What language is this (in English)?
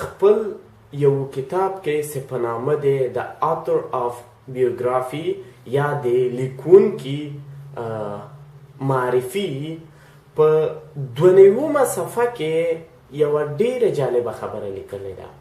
Pashto